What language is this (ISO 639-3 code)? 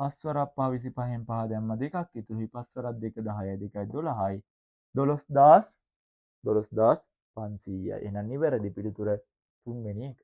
sin